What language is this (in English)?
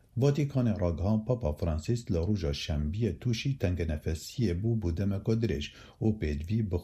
Kurdish